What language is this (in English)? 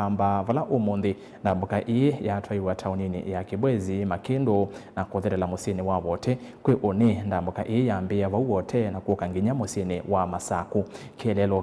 Kamba